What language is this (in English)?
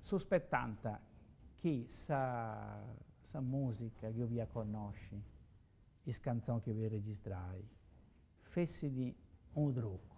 Sardinian